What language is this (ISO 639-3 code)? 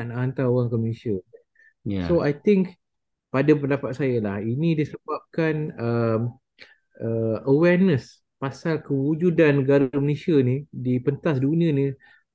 msa